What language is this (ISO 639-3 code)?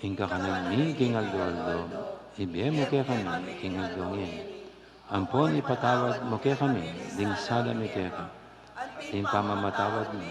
pam